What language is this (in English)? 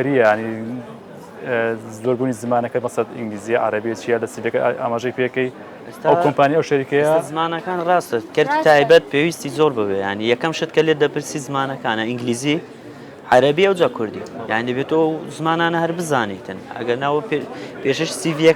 Central Kurdish